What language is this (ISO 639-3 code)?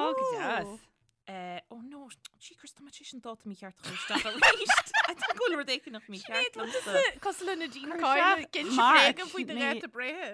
gle